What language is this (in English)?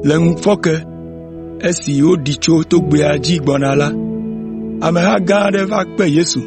Ewe